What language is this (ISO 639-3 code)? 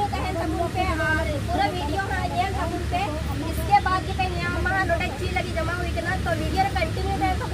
sat